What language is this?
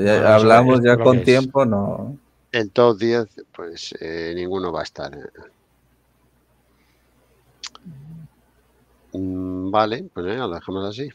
Spanish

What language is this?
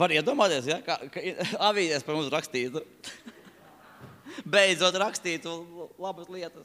Latvian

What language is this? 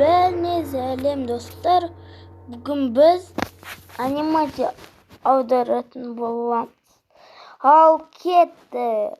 Kazakh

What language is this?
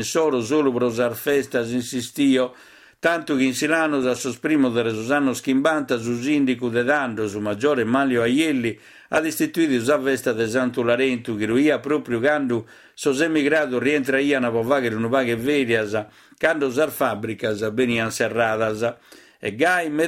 Sardinian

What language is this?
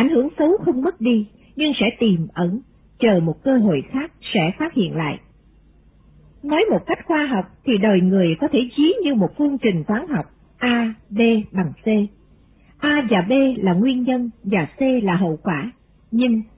Vietnamese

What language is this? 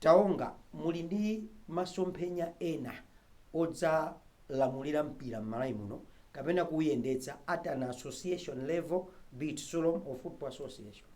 Nyanja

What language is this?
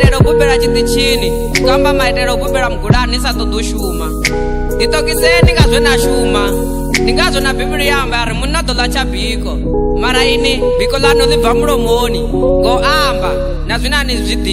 Venda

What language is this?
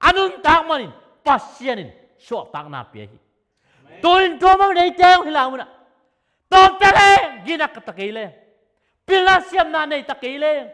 Tedim Chin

